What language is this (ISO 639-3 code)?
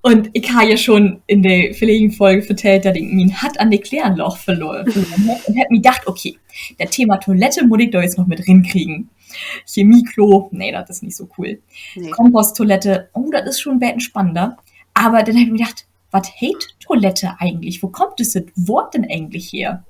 nds